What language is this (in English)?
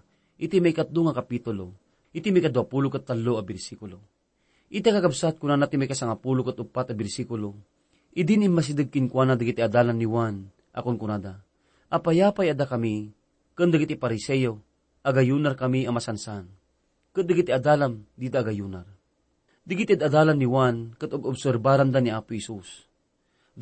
Iloko